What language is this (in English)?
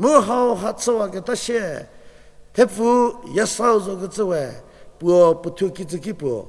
Angami Naga